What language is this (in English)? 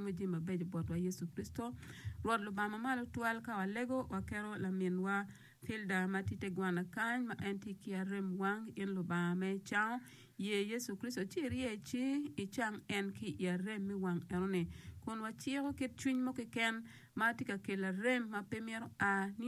Acoli